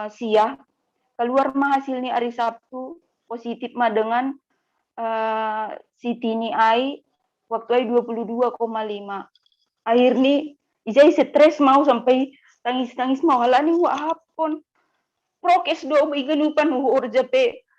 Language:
Batak Simalungun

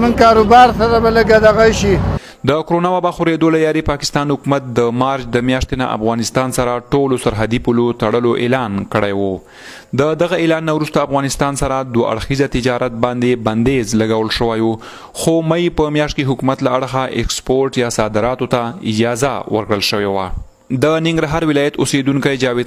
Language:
Pashto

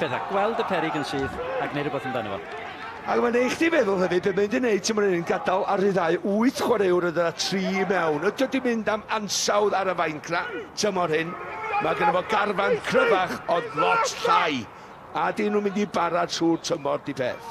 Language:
Welsh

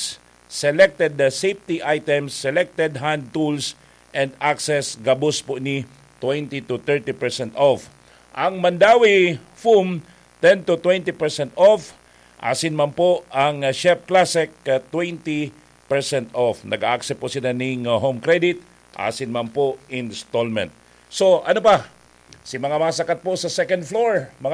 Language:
Bikol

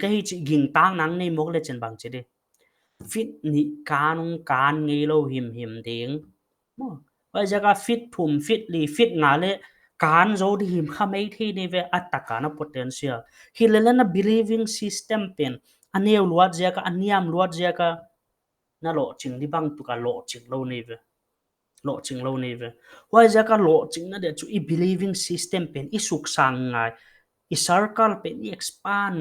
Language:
Paite Chin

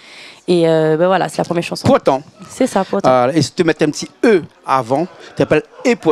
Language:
Réunion Creole French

